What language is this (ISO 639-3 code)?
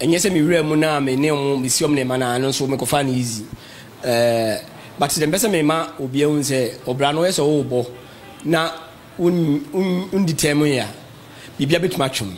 aka